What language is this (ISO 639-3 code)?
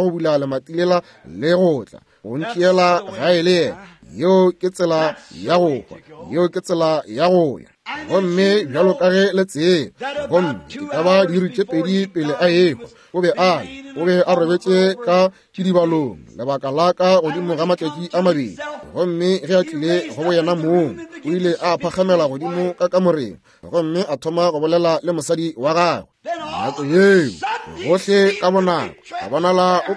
nso